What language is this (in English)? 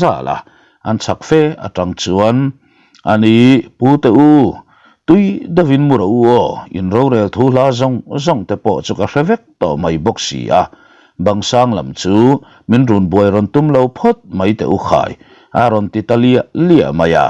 Mizo